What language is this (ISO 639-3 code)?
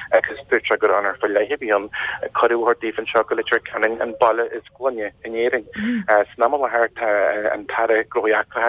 gle